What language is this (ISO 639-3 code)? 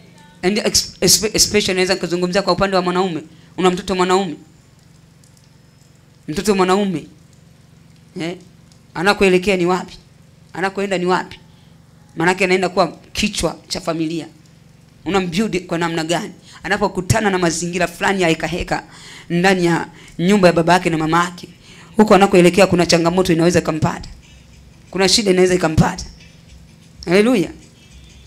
swa